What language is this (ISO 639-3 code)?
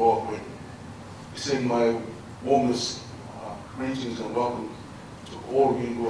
ton